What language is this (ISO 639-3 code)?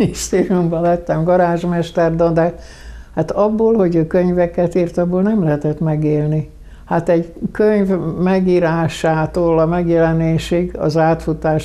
hun